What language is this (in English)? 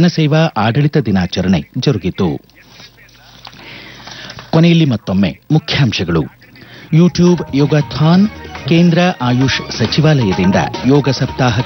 Kannada